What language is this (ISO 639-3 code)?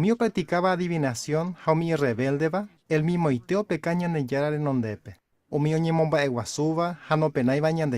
grn